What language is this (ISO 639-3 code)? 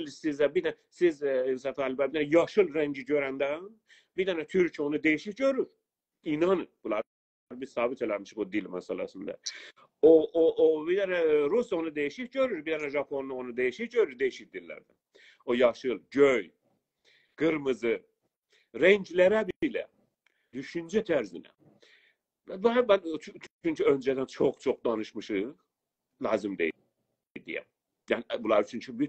azb